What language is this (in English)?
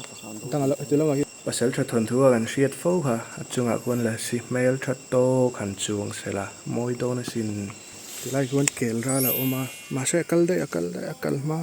Mizo